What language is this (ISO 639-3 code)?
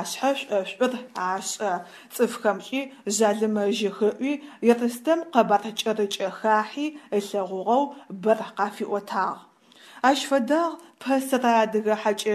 ady